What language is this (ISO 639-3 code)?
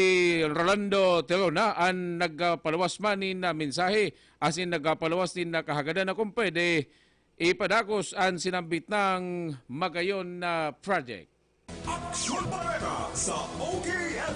bik